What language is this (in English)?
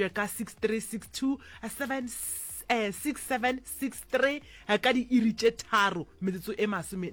Northern Sotho